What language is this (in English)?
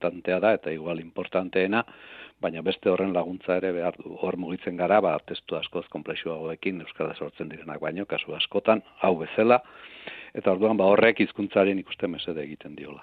Basque